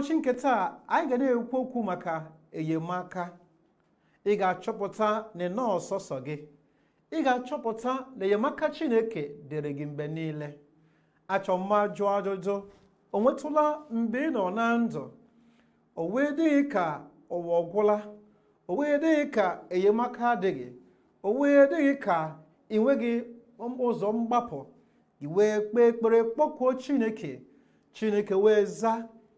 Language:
Igbo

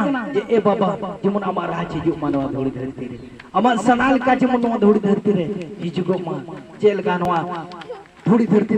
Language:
Santali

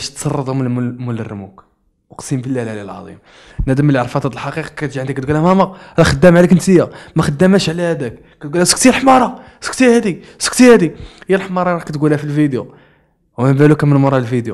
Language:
Moroccan Arabic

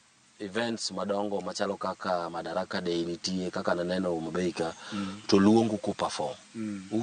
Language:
Luo (Kenya and Tanzania)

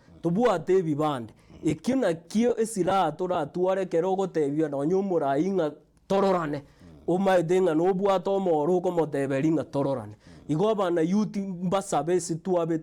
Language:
Gusii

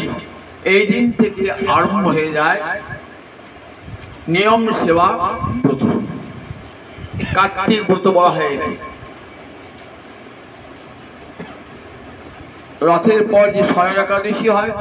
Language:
Bangla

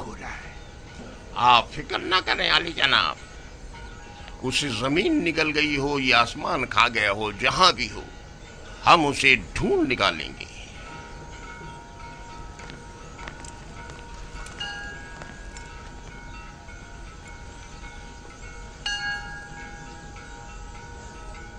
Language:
Hindi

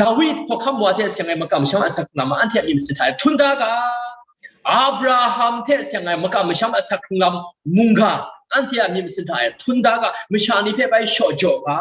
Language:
Kachin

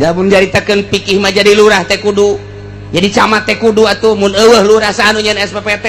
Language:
Sundanese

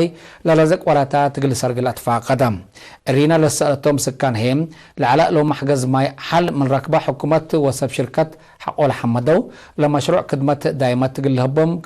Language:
Tigre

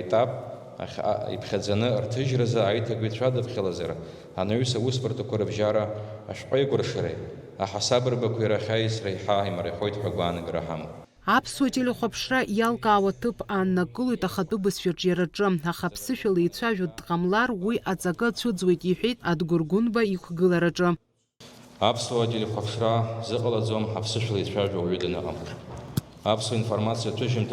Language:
Abkhazian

